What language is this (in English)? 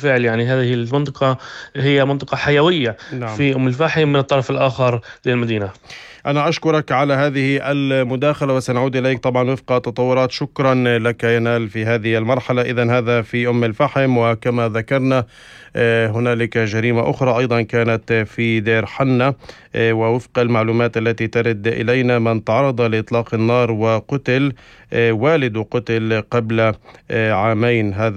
North Levantine Arabic